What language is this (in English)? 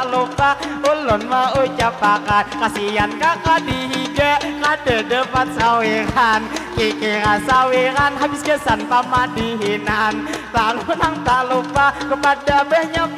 Banjar